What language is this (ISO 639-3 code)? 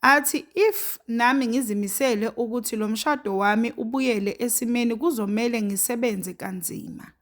zul